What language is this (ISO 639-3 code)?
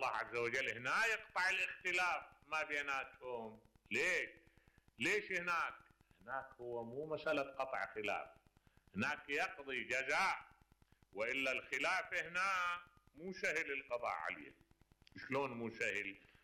acm